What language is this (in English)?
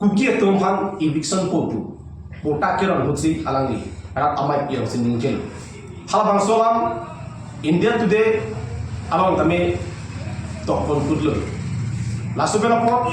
Karbi